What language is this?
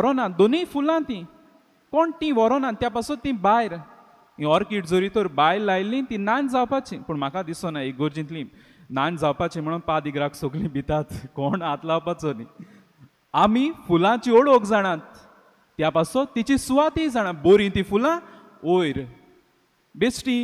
Konkani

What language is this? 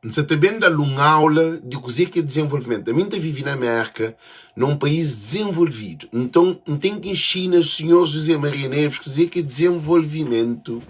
Kabuverdianu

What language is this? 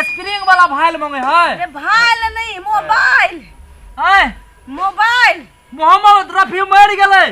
Maithili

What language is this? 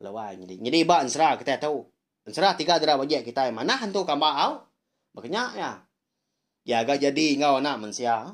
Iban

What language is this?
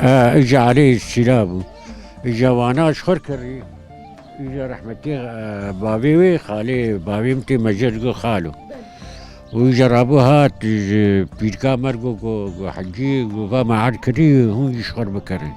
Kurdish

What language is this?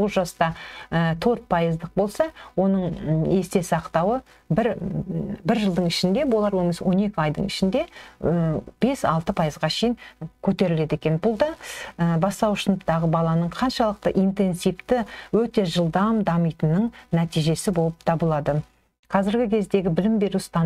Kazakh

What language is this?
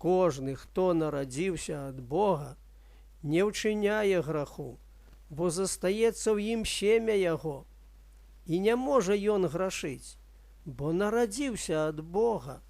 Belarusian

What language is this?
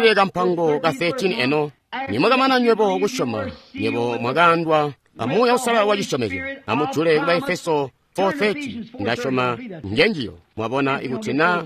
Tonga (Zambia)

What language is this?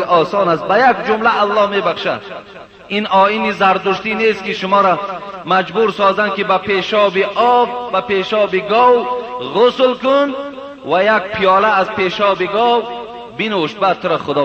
Persian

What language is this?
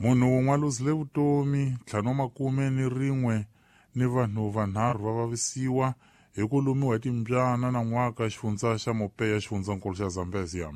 Tsonga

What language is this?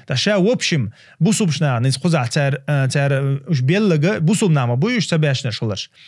Chechen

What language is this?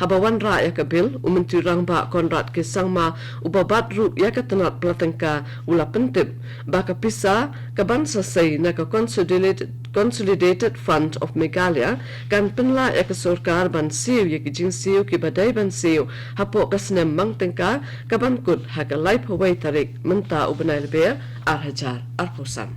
Khasi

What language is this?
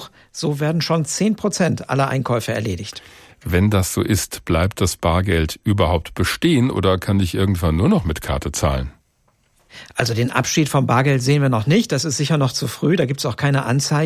German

